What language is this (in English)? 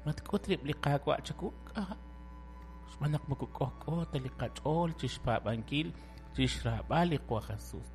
Kekchí